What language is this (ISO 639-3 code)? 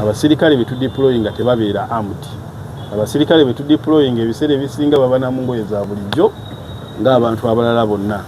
lug